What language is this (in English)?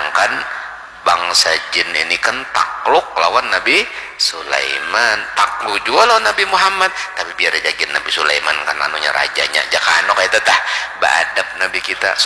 Banjar